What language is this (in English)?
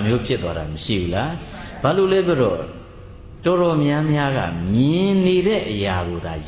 Burmese